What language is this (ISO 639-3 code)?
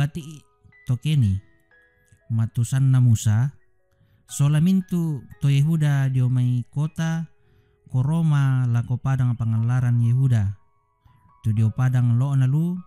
sda